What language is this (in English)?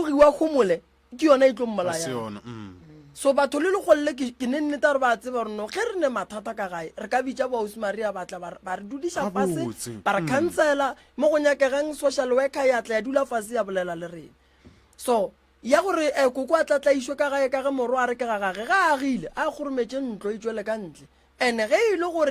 Northern Sotho